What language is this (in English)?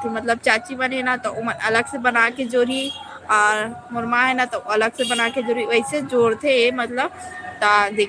Chhattisgarhi